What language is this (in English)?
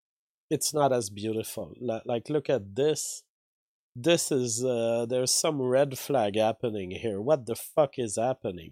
English